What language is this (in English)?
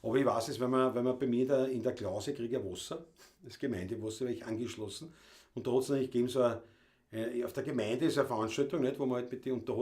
Bavarian